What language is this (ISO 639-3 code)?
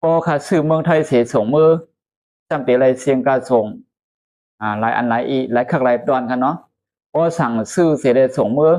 shn